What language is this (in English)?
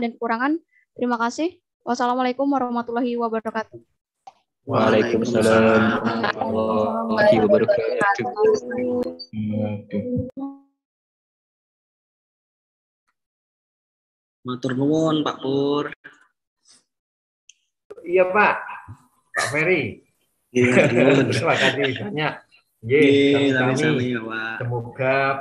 Indonesian